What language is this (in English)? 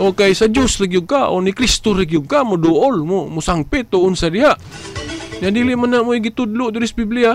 Cebuano